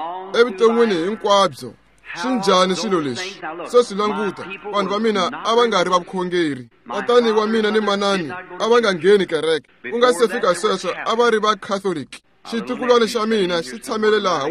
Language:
Tsonga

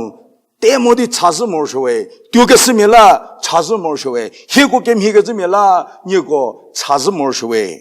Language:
Angami Naga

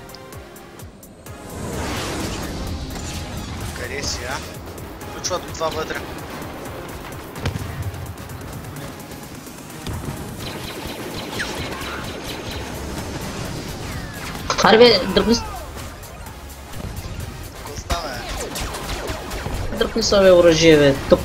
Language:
Bulgarian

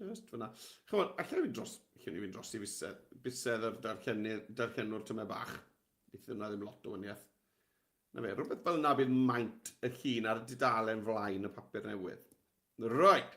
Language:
Welsh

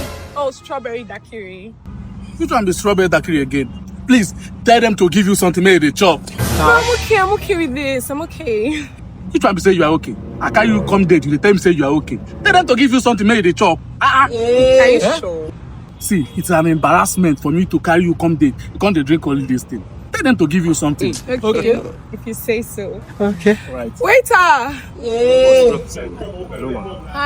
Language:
Nigerian Pidgin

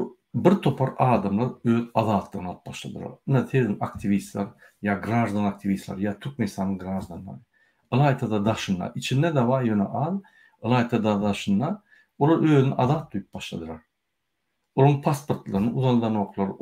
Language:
Turkmen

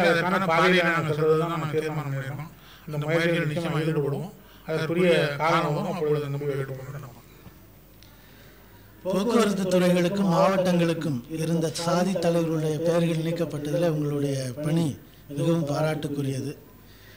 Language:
Tamil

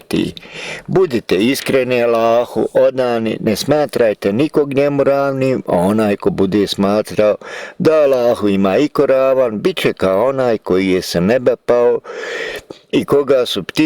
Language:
Bosnian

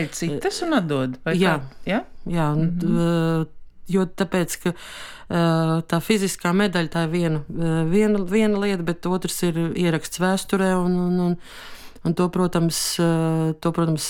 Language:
Latvian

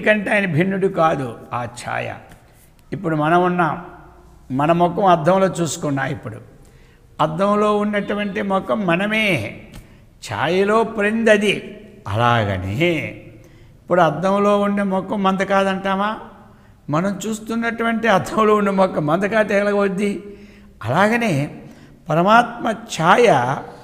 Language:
Telugu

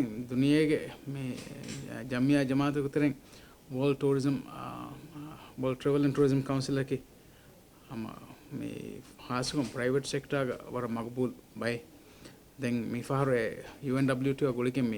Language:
Divehi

